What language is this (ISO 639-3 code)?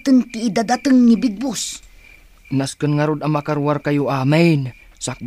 ilo